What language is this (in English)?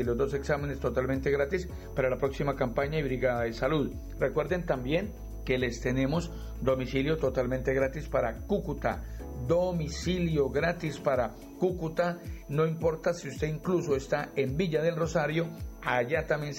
Spanish